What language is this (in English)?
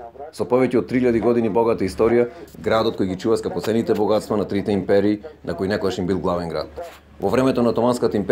Macedonian